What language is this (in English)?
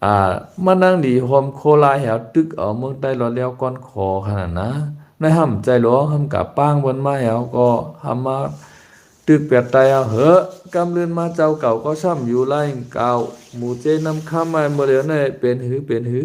Shan